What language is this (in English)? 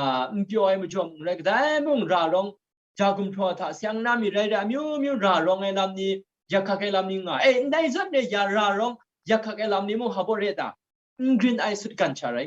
Kachin